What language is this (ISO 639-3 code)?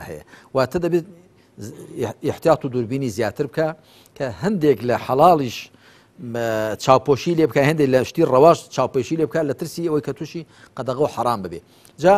ckb